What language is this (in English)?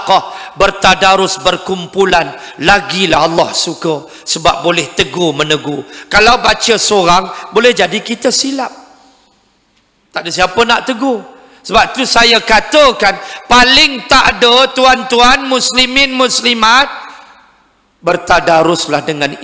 Malay